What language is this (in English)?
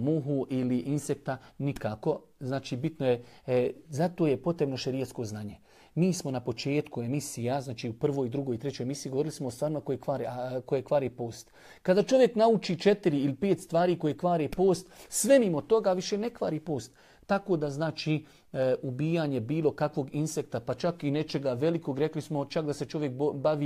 Bosnian